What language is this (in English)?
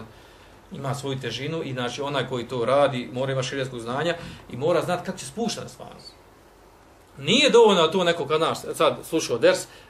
Bosnian